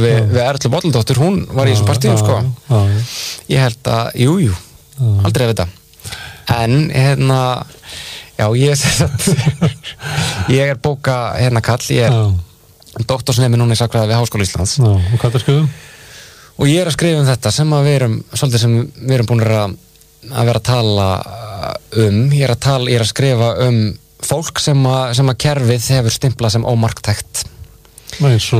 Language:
Icelandic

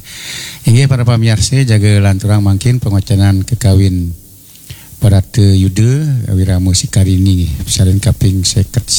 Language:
Balinese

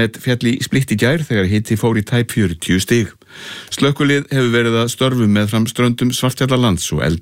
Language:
Icelandic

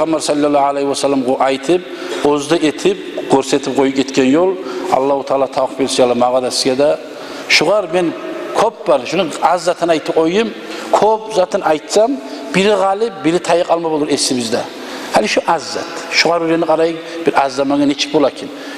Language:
Kumyk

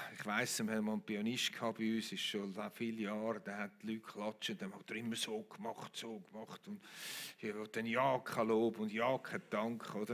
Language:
Swiss German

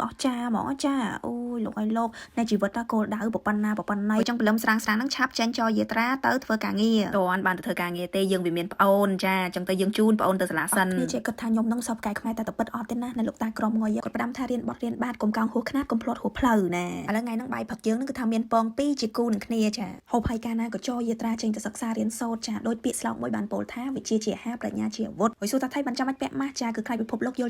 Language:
Khmer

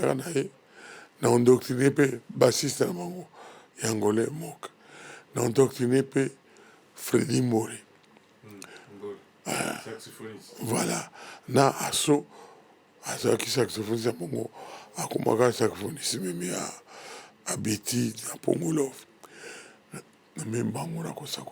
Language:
Lingala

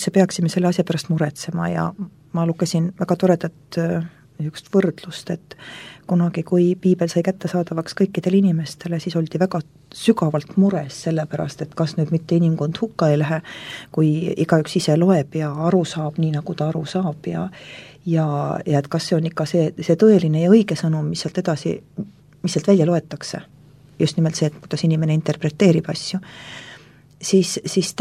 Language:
Estonian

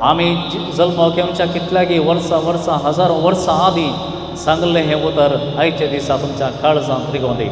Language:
Konkani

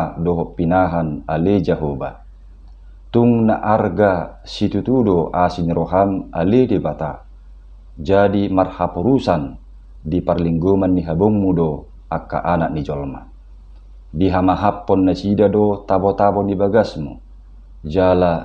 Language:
Batak Toba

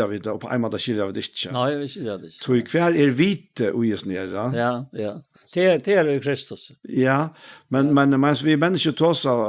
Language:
Faroese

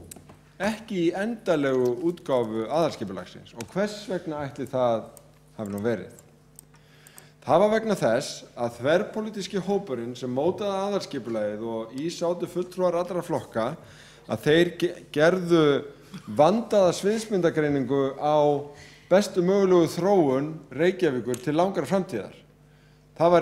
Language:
Icelandic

